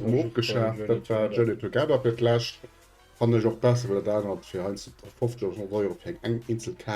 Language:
Luxembourgish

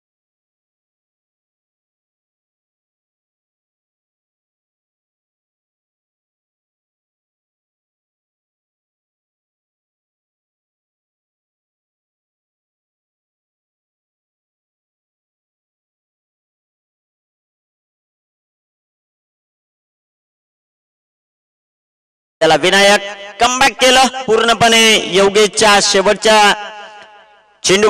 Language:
Marathi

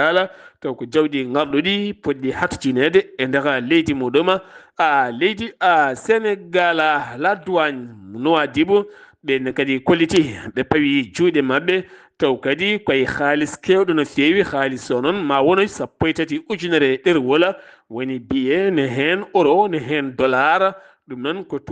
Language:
Fula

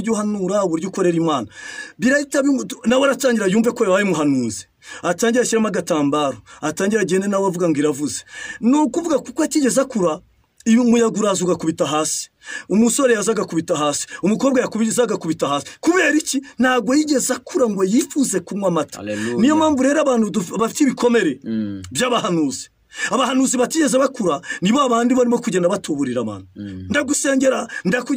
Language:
Kinyarwanda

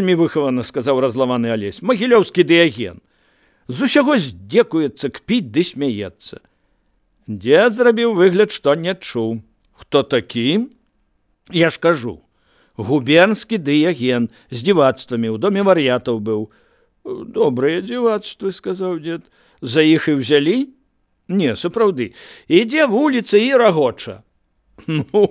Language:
Belarusian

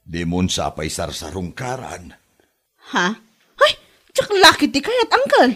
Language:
Iloko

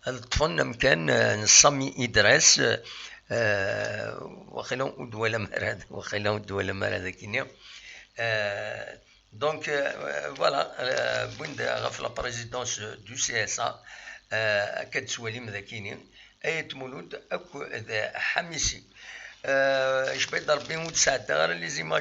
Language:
Kabyle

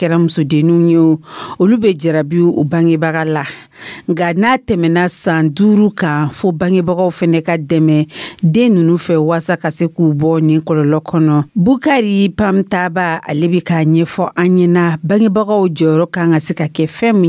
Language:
Dyula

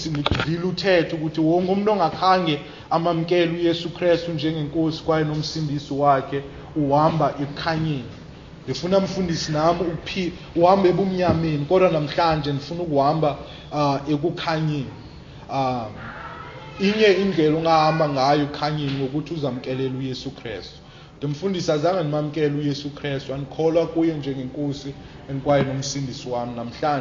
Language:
Xhosa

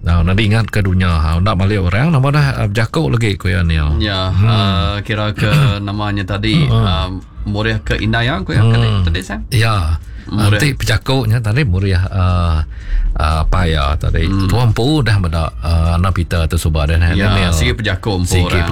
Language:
Iban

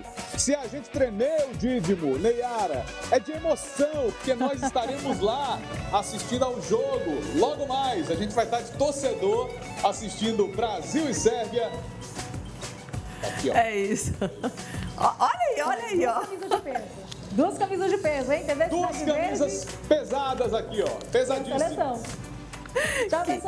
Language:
Portuguese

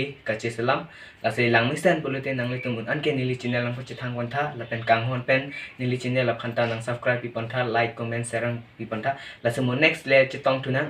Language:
Karbi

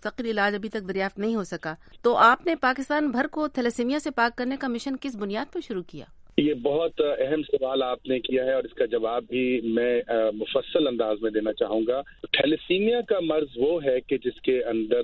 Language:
Urdu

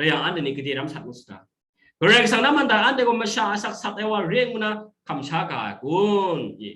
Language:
Kachin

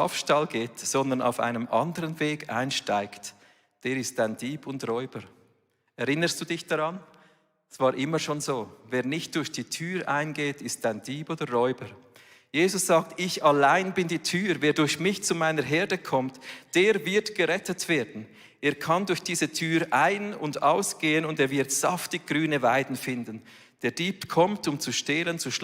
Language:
Swiss German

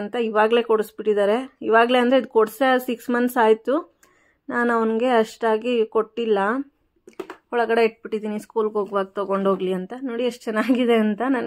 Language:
Kannada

